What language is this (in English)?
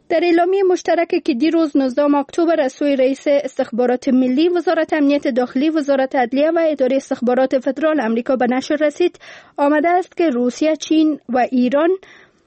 Persian